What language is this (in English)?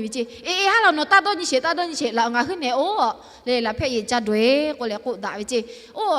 Lahu